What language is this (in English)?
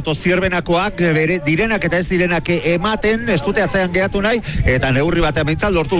Basque